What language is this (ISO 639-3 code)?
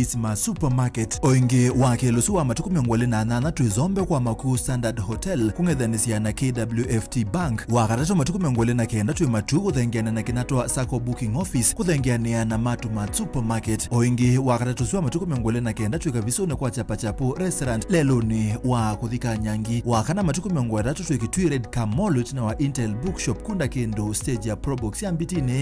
kam